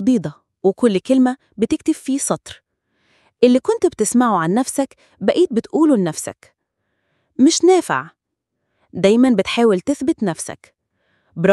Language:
Egyptian Arabic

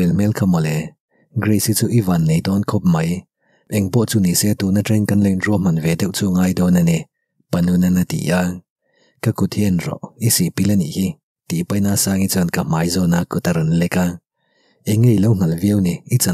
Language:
Mizo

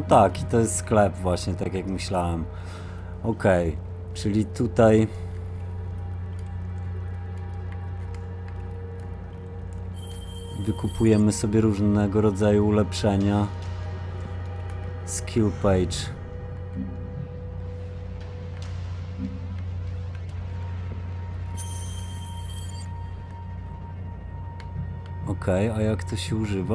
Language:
Polish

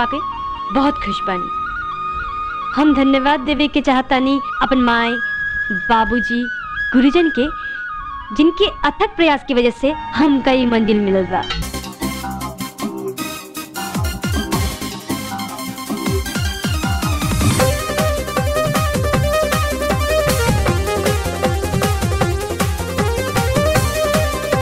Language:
Bhojpuri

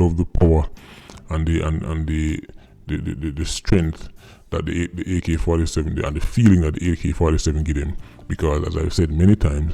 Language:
Jamaican Creole English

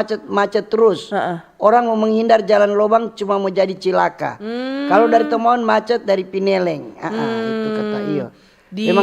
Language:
Manado Malay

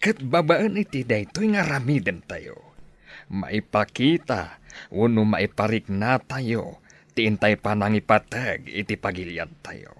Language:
Iloko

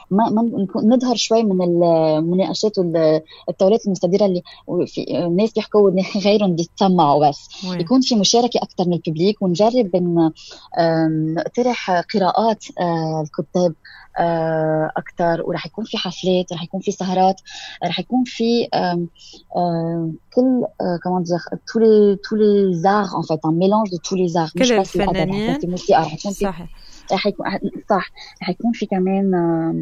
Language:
North Levantine Arabic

